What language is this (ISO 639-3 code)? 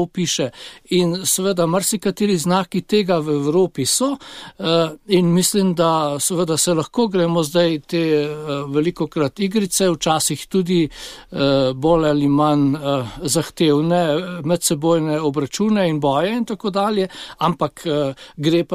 slv